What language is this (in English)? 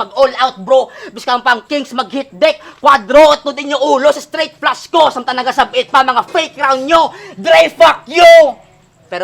Hiligaynon